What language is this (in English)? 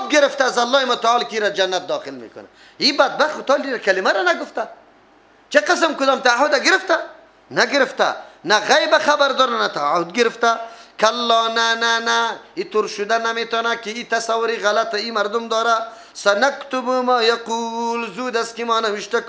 Persian